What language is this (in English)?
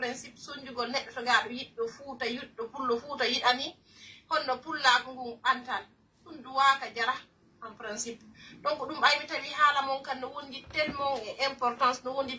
Pular